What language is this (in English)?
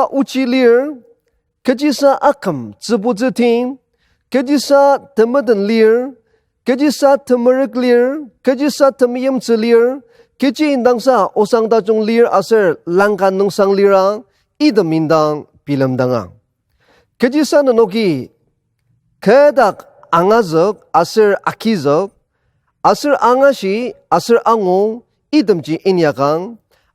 Ao Naga